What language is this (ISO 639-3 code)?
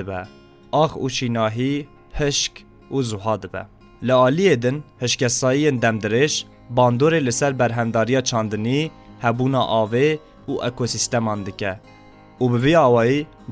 kur